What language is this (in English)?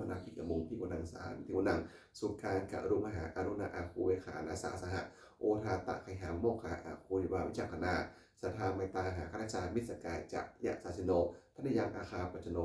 Pali